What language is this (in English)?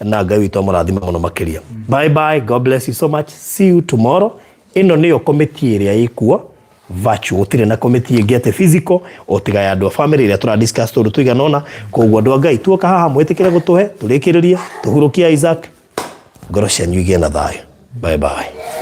Kikuyu